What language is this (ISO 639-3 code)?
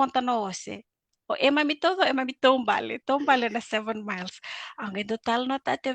fij